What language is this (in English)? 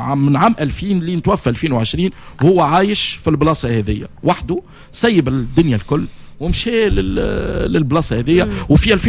Tunisian Arabic